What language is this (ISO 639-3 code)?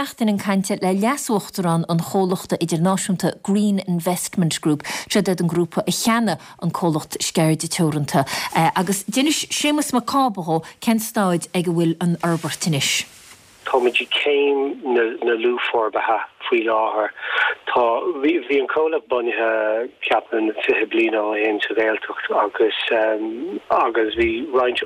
gle